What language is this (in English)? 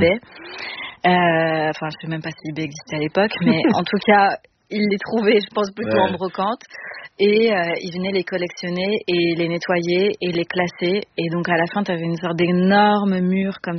French